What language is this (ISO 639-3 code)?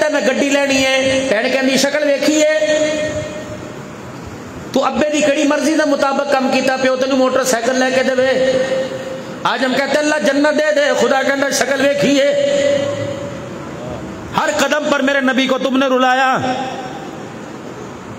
urd